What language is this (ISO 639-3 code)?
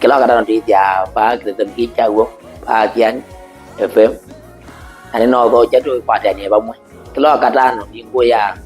kam